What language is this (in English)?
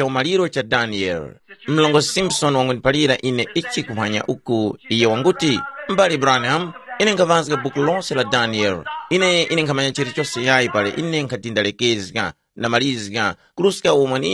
Tumbuka